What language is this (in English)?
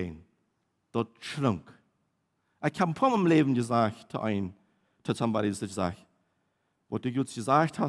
Plautdietsch